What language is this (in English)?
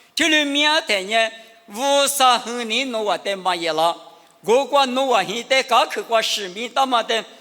Lisu